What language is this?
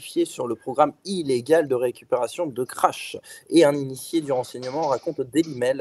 French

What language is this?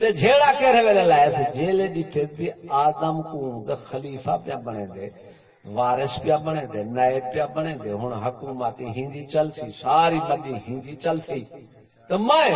Saraiki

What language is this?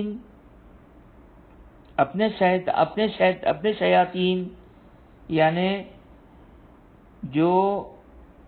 Urdu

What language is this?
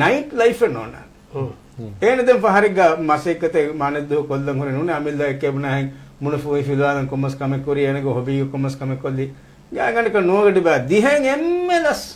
Divehi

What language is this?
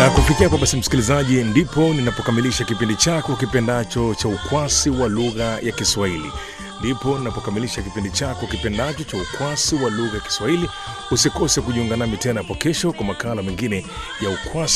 Swahili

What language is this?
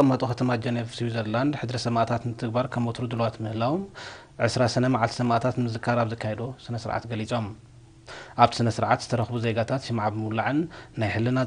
Tigrinya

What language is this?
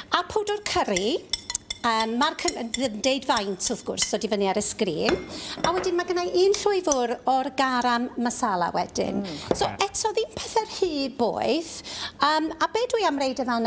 Welsh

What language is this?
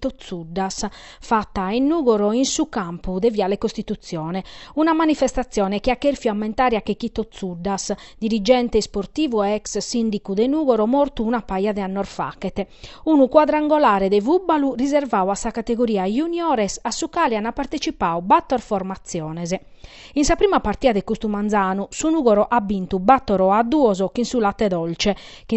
Sardinian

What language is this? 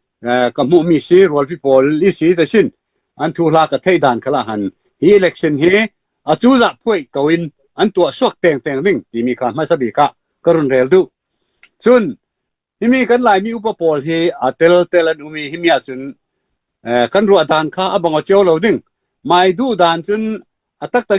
Falam Chin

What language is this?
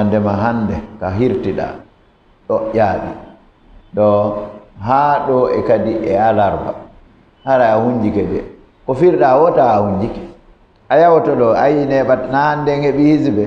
Fula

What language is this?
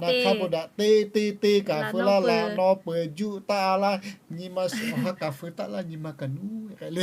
Lahu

